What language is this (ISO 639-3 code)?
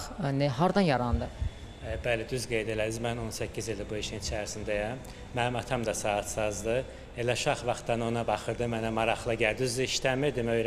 aze